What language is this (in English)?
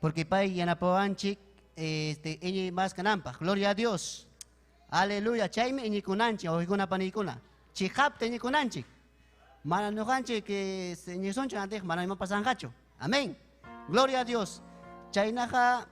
Ayacucho Quechua